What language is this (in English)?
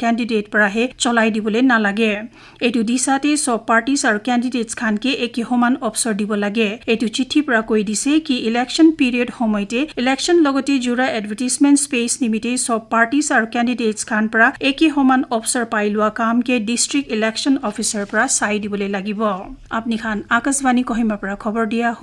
Naga Pidgin